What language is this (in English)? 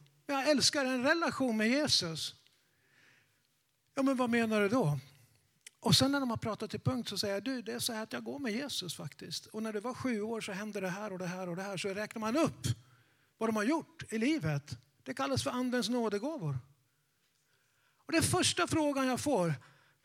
Swedish